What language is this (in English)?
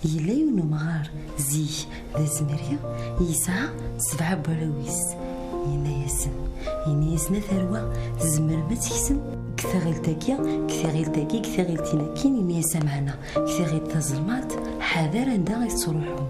Kabyle